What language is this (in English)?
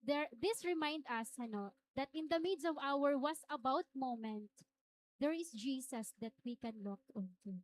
Waray